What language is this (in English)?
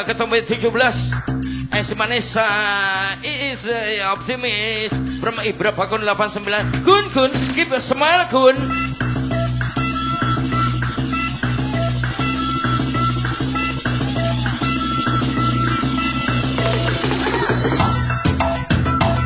Indonesian